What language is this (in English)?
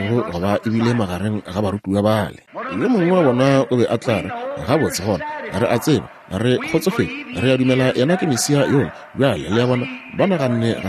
Northern Sotho